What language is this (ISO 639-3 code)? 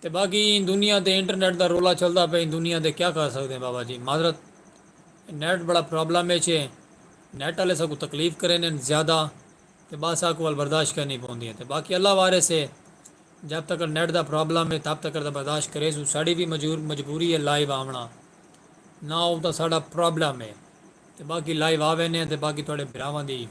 skr